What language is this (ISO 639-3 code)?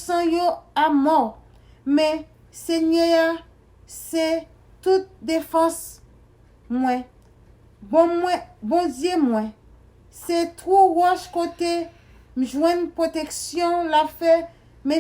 hat